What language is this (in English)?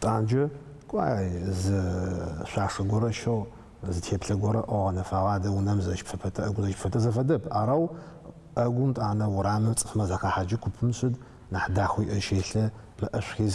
Adyghe